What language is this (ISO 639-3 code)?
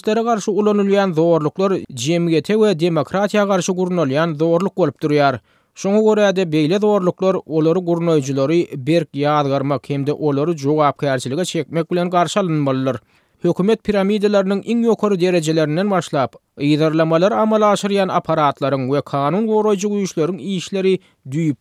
tuk